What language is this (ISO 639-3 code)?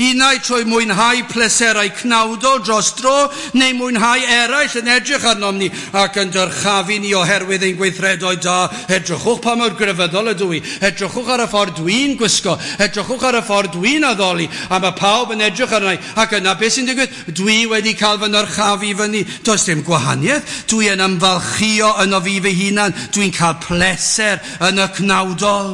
cym